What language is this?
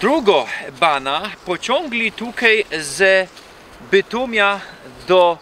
Silesian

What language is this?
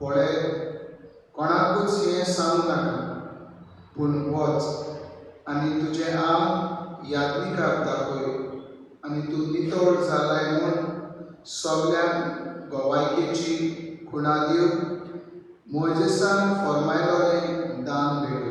Konkani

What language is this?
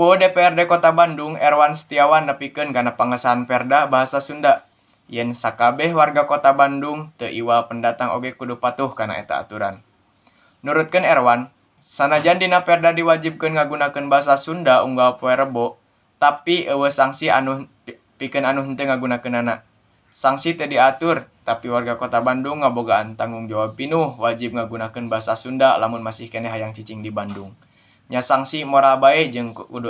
Sundanese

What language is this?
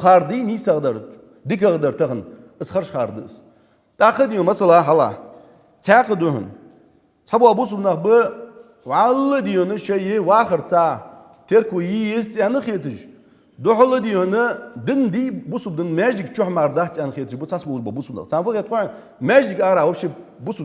Ingush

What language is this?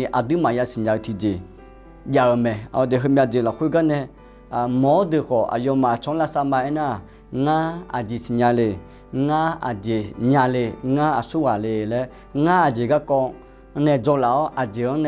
Akha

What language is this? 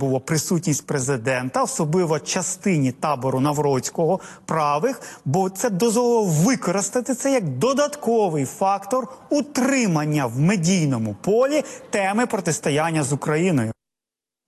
Ukrainian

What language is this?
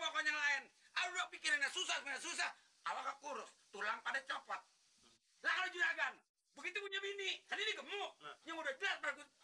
Betawi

